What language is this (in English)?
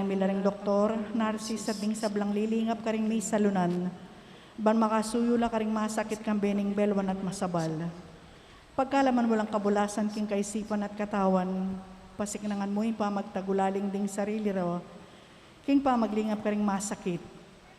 Pampanga